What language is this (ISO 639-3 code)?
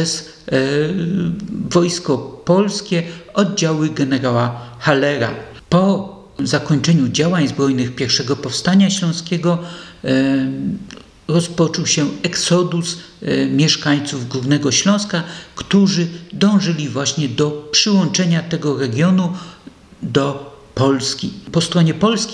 pol